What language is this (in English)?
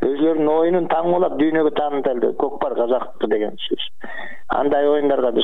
Kyrgyz